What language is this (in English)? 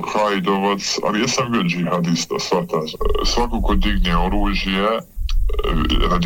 Bosnian